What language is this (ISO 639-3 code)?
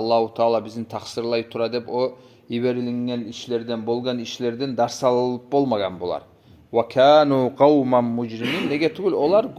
kum